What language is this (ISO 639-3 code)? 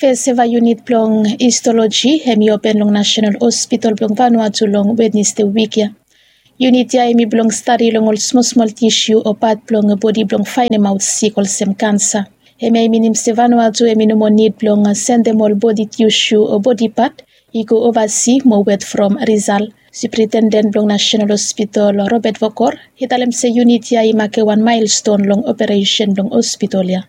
bis